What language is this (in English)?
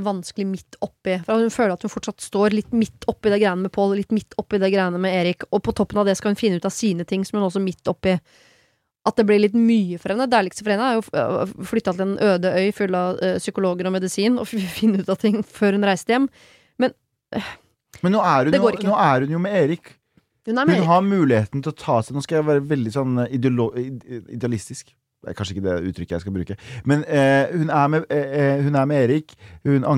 Norwegian